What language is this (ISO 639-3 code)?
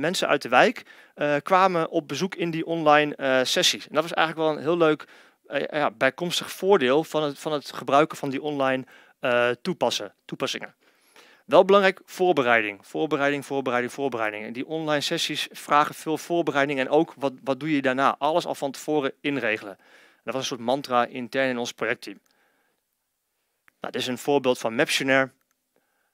nld